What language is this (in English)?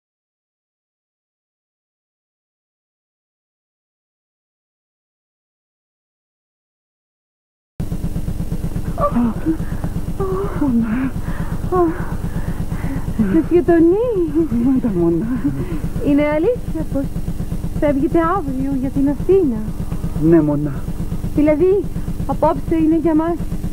Greek